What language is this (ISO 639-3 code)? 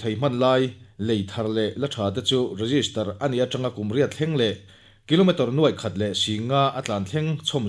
lus